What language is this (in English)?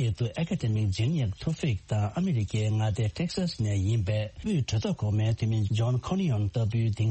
Tibetan